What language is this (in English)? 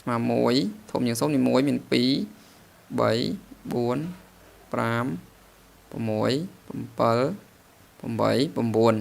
Khmer